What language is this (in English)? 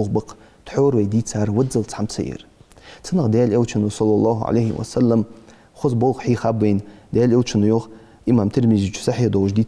Ingush